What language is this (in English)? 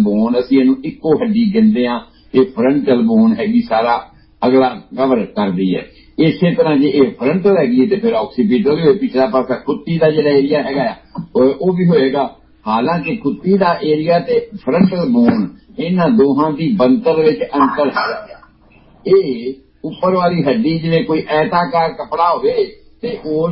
Punjabi